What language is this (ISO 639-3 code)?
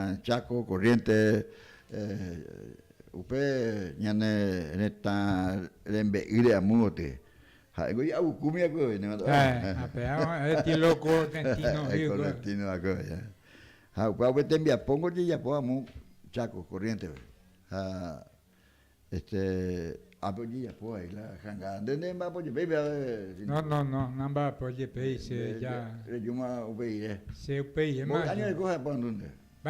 grn